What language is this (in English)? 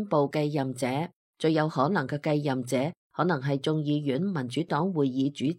Cantonese